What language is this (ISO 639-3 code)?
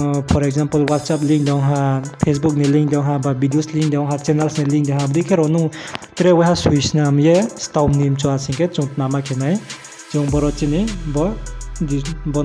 ria